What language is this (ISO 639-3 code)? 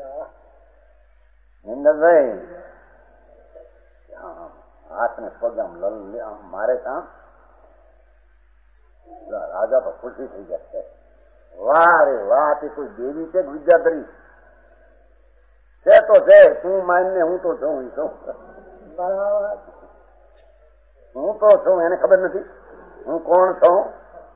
guj